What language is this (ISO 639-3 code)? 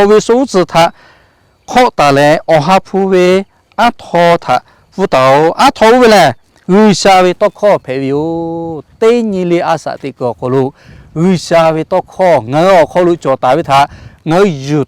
lhu